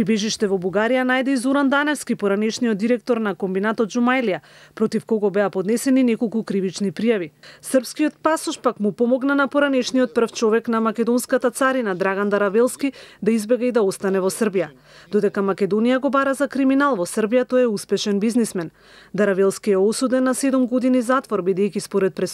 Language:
Macedonian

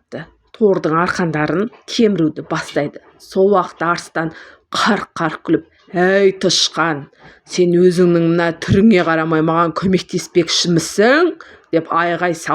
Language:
Kazakh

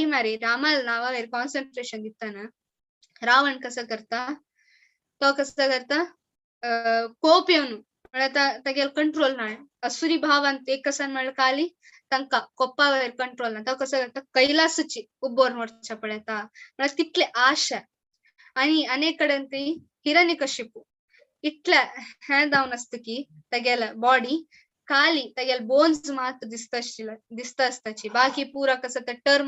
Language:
Konkani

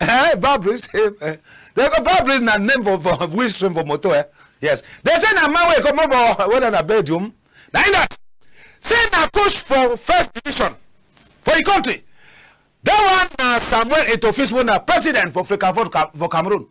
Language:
Cameroon Pidgin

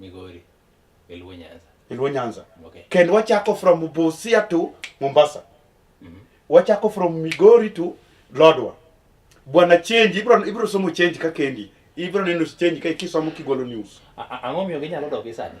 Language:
Luo (Kenya and Tanzania)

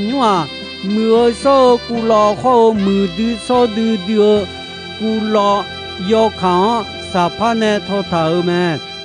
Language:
Akha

